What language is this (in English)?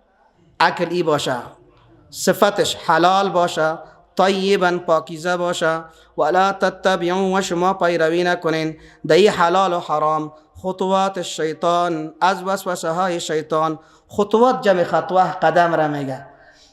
Persian